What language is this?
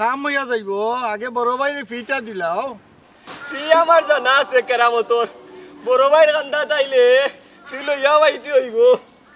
Sylheti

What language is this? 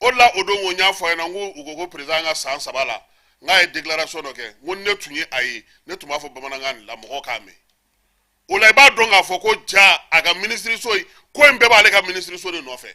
Bambara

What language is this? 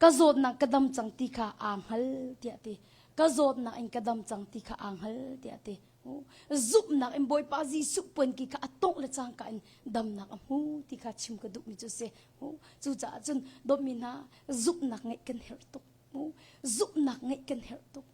Hakha Chin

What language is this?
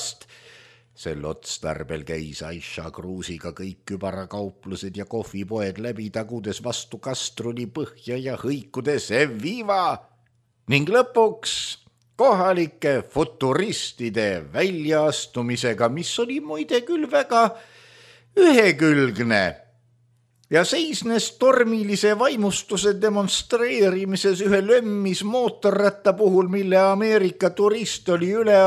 Estonian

